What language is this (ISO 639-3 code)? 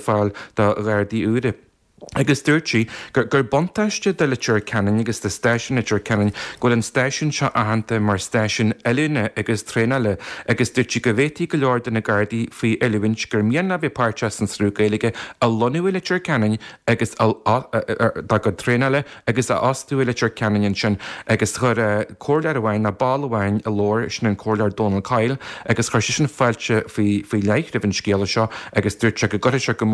gle